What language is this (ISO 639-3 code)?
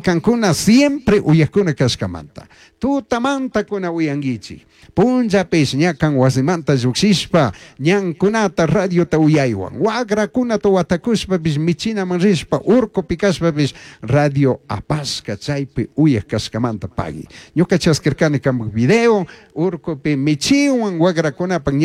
qug